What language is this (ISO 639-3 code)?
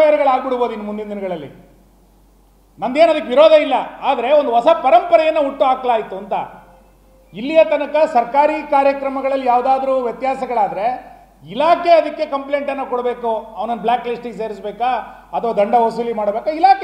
kan